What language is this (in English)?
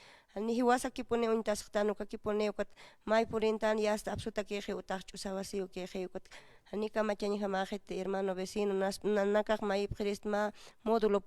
Aymara